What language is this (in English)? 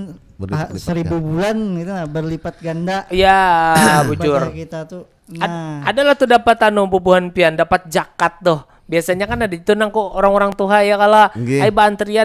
Banjar